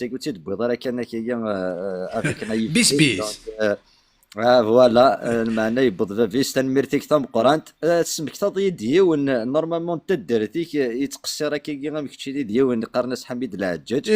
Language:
Kabyle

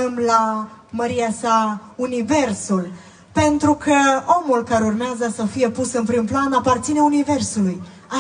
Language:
Romanian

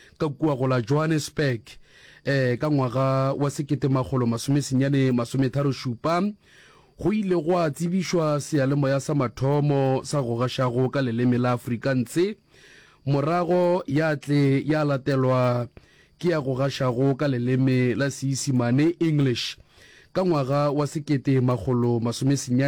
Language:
Northern Sotho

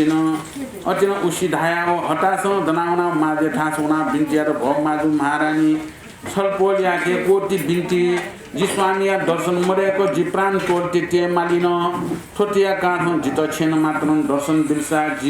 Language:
Newari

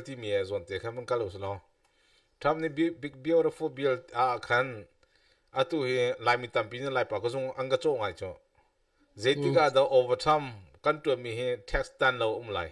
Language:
Hakha Chin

